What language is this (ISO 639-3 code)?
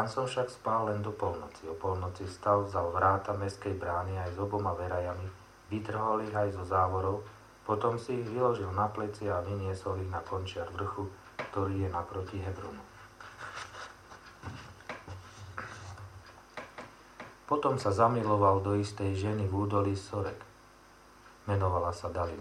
slk